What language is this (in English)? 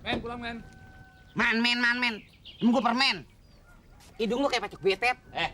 Betawi